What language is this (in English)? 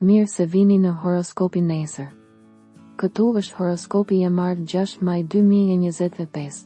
Albanian